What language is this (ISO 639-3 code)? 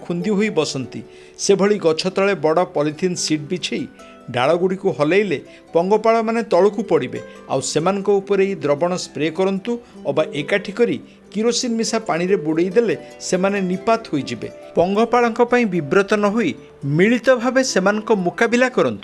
ori